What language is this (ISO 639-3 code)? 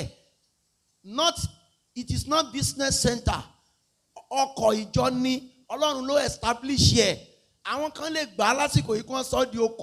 yor